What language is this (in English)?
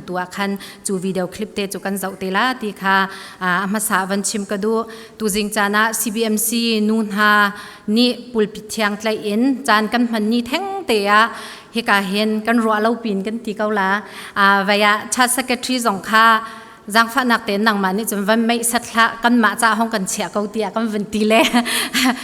Falam Chin